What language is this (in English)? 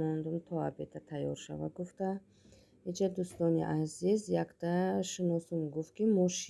Tajik